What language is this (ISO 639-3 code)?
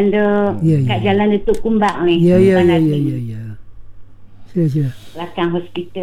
msa